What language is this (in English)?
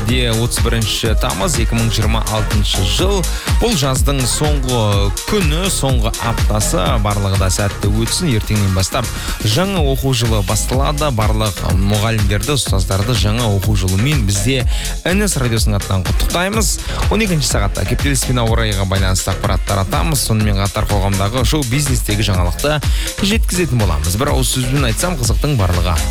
Kazakh